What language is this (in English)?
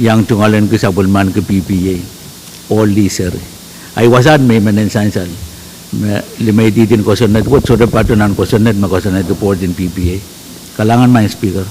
Pohnpeian